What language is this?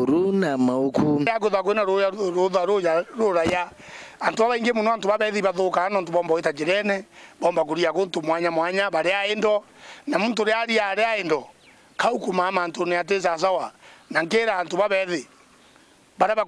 Meru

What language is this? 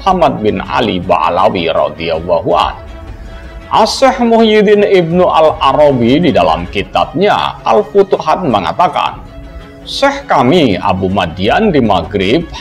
Indonesian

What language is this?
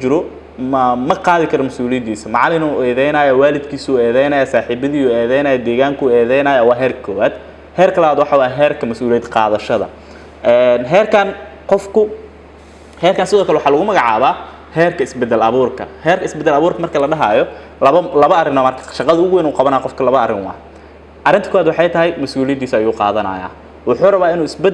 Somali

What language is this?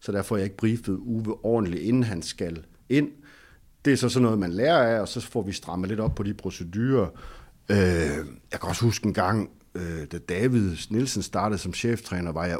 Danish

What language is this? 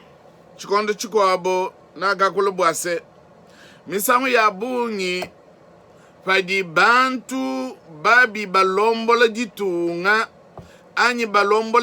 Luba-Lulua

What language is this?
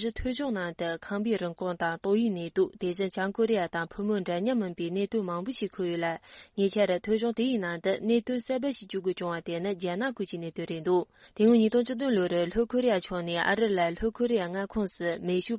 Tibetan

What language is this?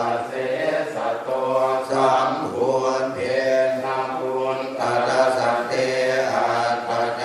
Pali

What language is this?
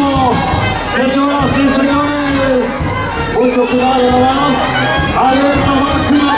Spanish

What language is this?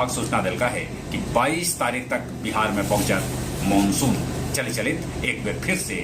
Magahi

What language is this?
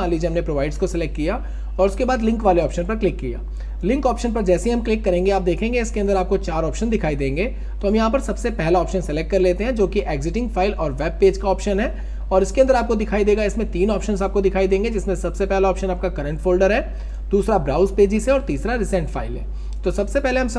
Hindi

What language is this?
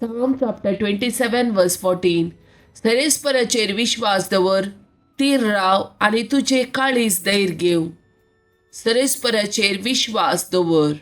Konkani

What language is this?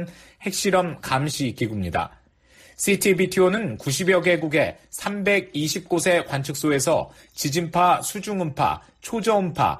Korean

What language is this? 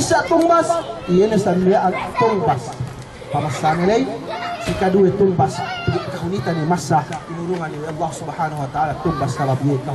Yakan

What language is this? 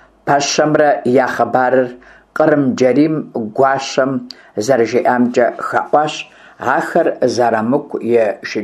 Kabardian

